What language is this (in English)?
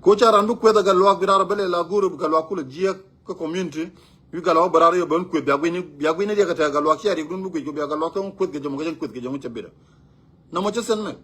Nuer